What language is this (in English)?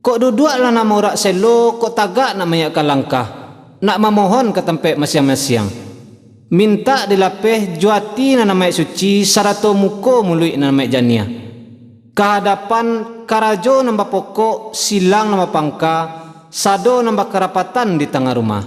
Minangkabau